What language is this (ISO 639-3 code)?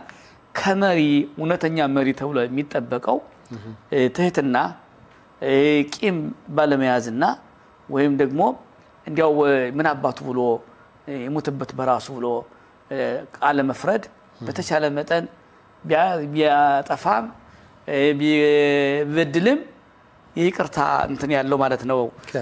amh